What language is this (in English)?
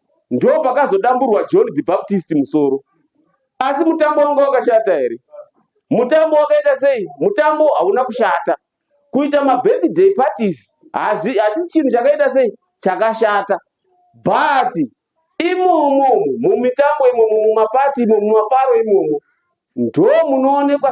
Shona